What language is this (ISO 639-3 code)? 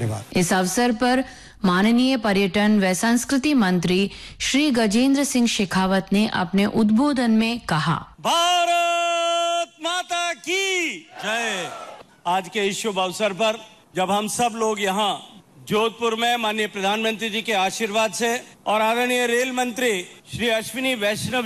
hin